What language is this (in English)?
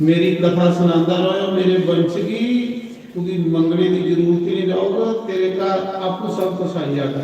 Dogri